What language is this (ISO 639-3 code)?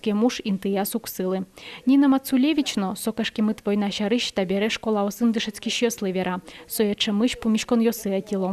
udm